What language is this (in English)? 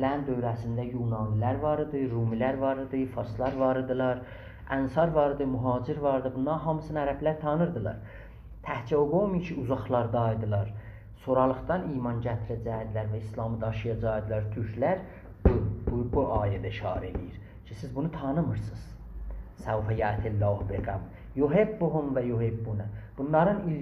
South Azerbaijani